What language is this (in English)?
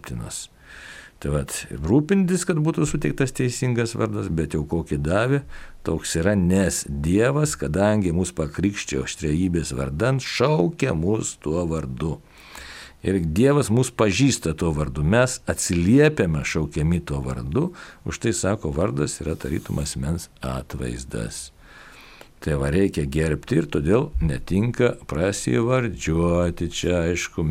Lithuanian